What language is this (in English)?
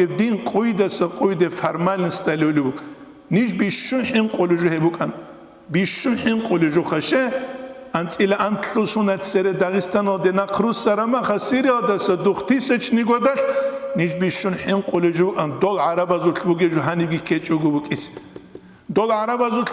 Avaric